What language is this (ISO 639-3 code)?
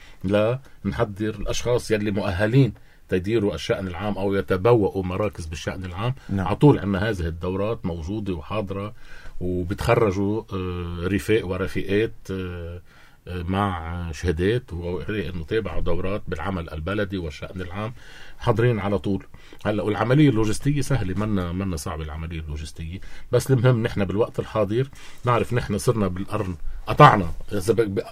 apc